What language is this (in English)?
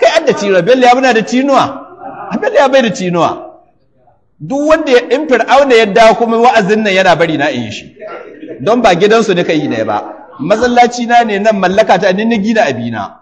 Hausa